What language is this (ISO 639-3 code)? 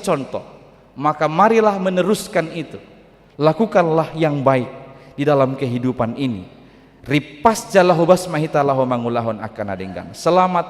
bbc